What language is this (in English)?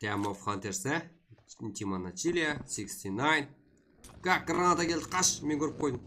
Kara-Kalpak